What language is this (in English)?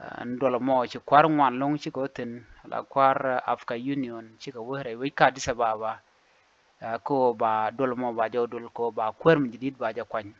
Nuer